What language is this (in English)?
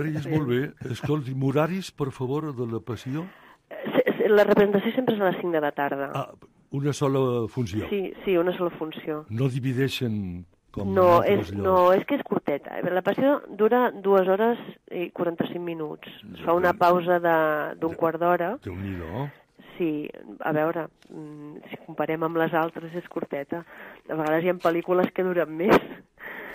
Catalan